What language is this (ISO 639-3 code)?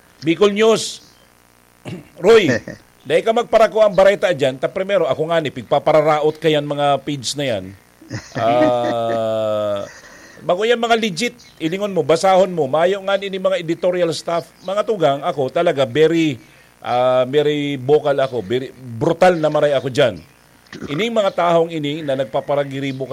bik